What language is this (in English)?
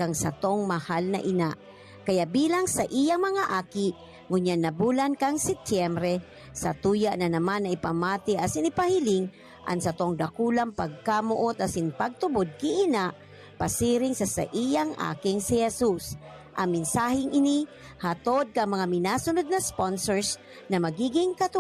Bikol